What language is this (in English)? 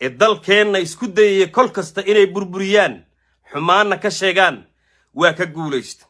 Somali